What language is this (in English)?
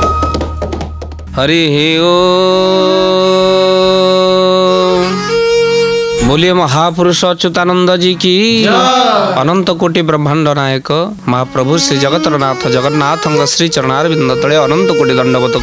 Odia